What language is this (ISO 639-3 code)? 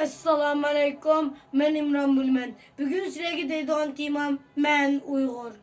uig